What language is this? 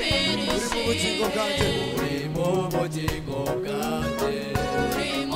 Kinyarwanda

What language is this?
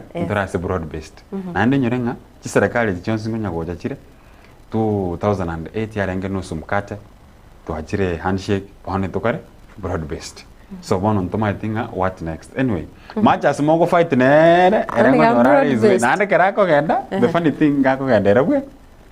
Gusii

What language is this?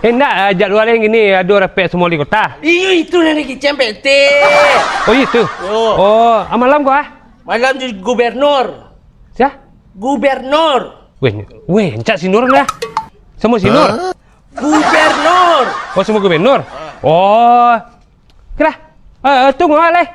Minangkabau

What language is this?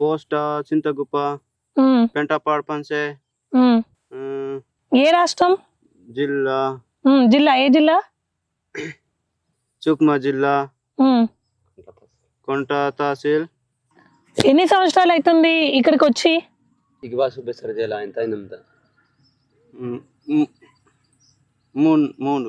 Telugu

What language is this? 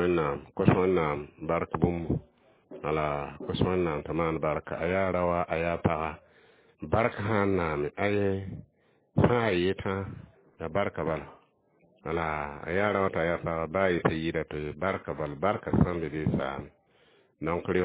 Mossi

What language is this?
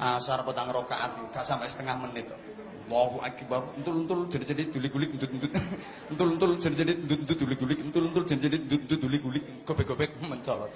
Javanese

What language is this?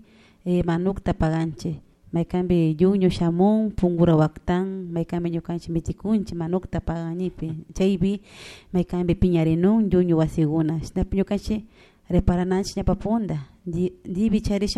Chimborazo Highland Quichua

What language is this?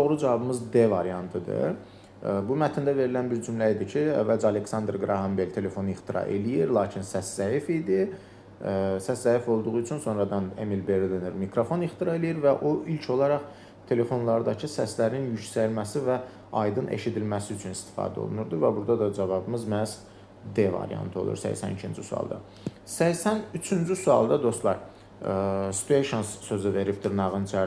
Azerbaijani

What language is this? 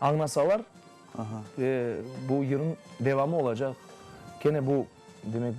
Crimean Tatar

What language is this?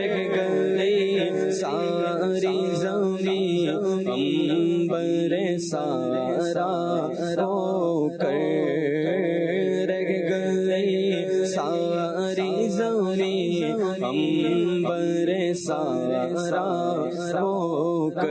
Urdu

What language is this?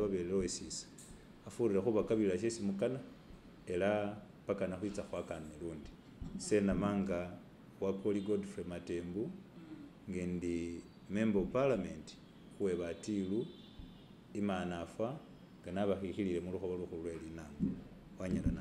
Masaaba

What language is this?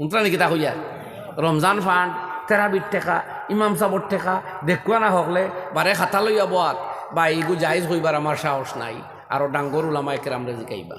Sylheti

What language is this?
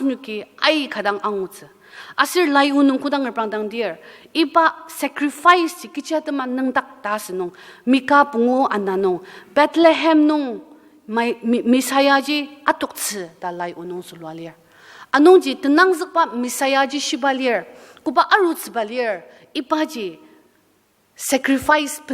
Ao Naga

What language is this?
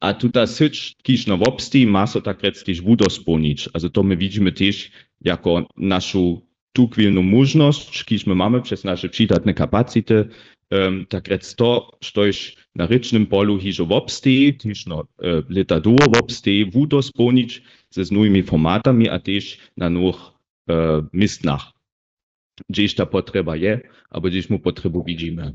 Upper Sorbian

